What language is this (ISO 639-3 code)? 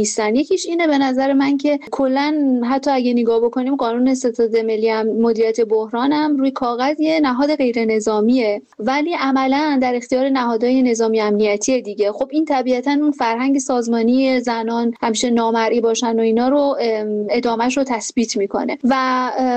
fas